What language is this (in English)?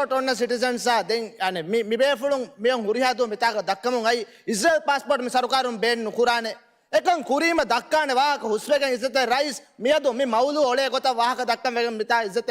Divehi